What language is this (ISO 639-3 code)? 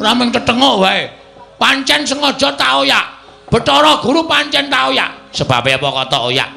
jav